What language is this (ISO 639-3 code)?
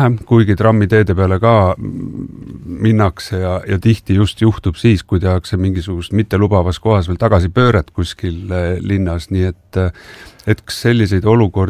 est